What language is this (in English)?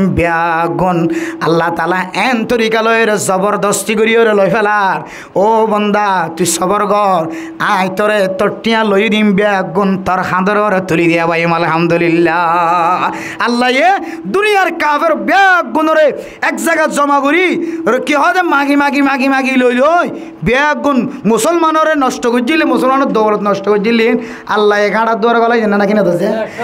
Rohingya